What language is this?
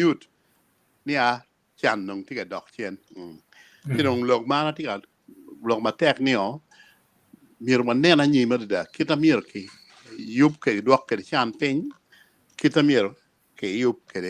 Acoli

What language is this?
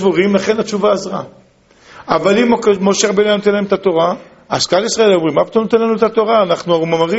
Hebrew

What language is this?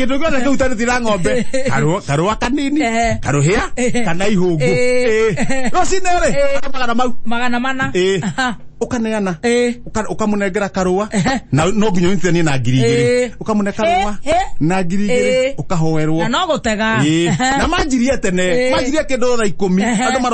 Kikuyu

